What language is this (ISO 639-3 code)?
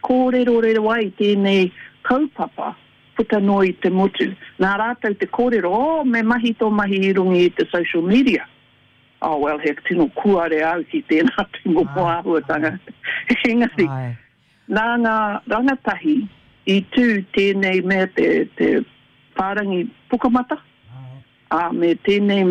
mri